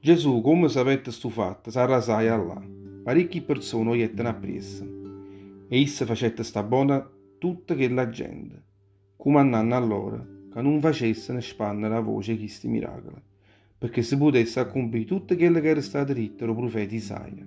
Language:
Neapolitan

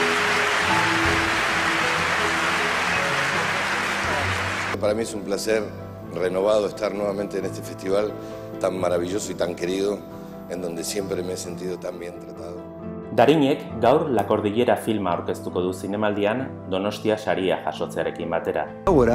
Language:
Basque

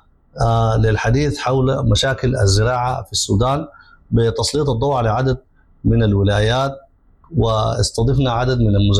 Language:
Sudanese Arabic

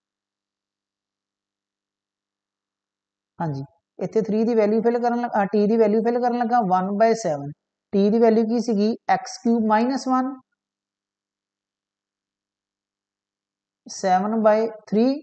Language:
Punjabi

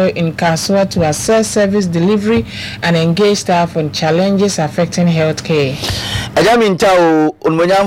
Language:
Akan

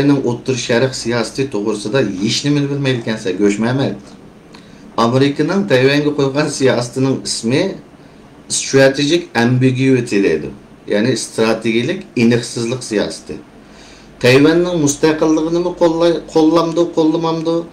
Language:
Uyghur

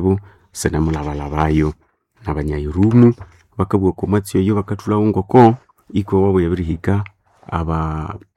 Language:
Nande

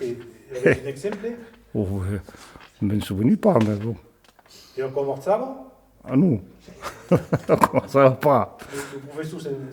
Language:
Occitan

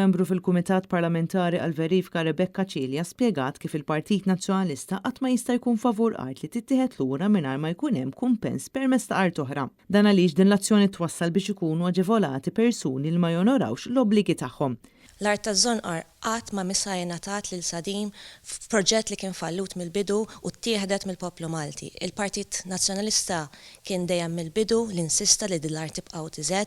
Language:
Maltese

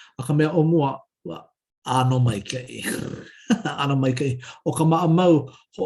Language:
Hawaiian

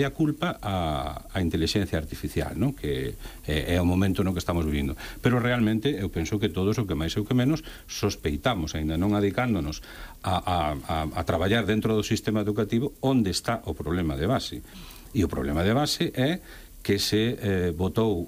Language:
Galician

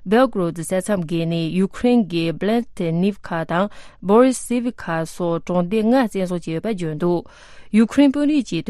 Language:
Tibetan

